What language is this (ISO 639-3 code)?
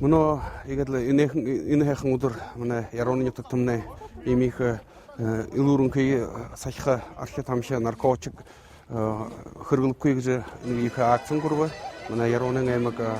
bua